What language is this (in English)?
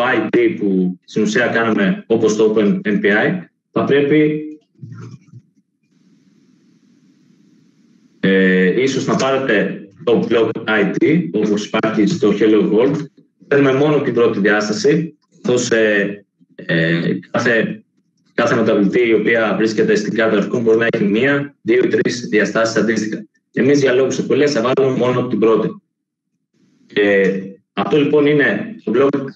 Greek